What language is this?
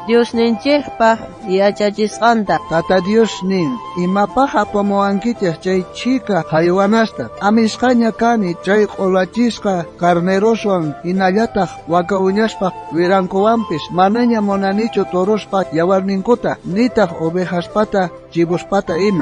South Bolivian Quechua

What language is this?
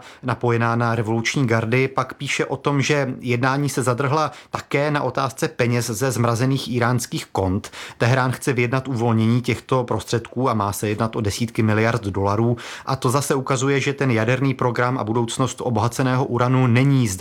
Czech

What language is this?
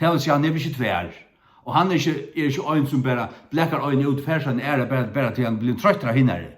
Faroese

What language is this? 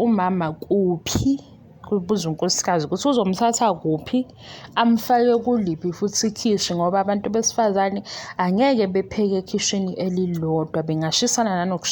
Zulu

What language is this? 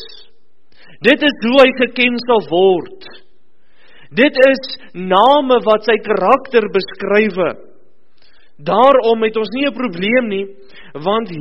Afrikaans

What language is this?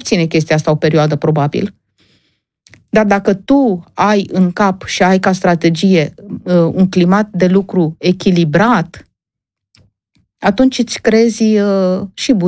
Romanian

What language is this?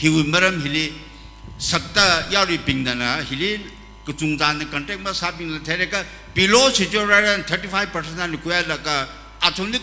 Tangkhul Naga (India)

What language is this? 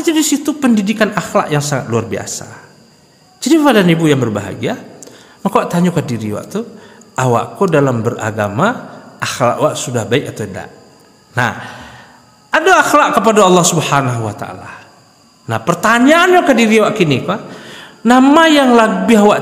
Minangkabau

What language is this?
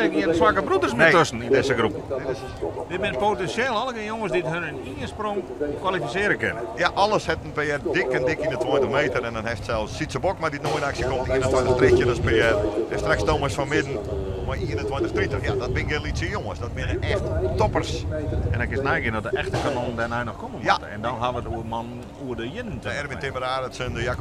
Western Frisian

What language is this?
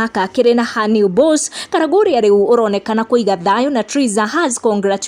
Kikuyu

